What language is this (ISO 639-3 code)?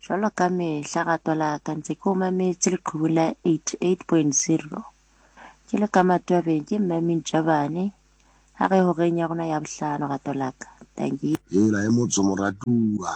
sot